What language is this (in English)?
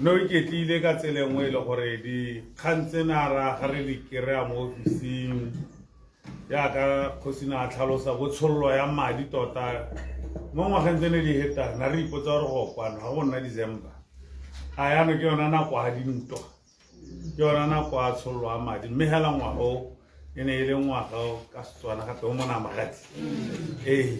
Tswana